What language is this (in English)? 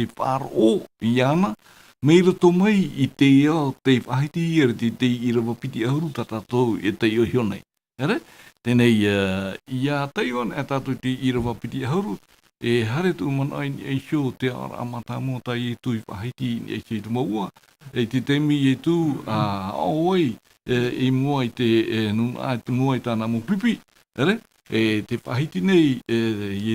Tahitian